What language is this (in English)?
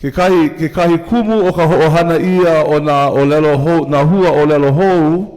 Hawaiian